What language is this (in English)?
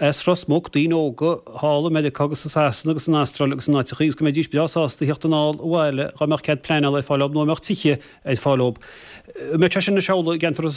Irish